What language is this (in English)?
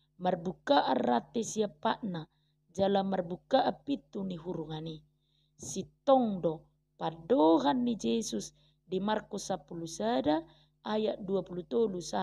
Batak Toba